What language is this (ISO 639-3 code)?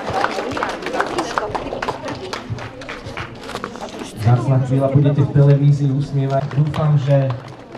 slk